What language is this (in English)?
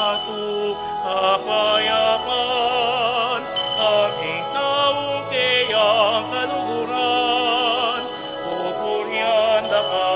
Pampanga